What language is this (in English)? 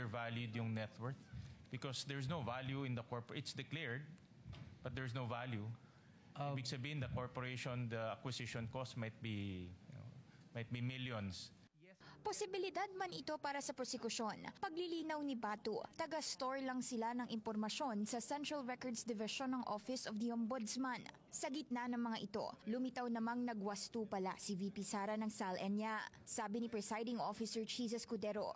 Filipino